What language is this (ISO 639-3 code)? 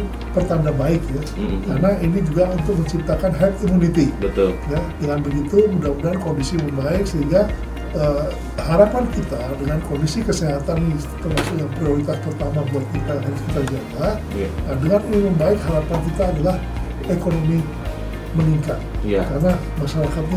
ind